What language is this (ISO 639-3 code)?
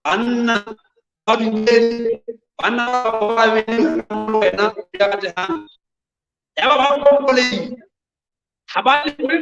sot